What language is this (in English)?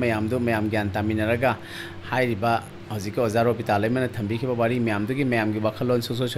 Manipuri